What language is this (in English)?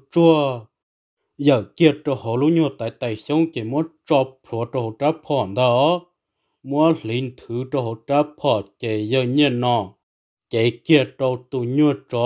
Hmong